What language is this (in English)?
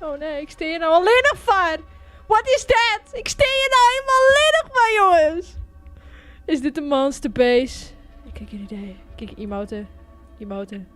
Western Frisian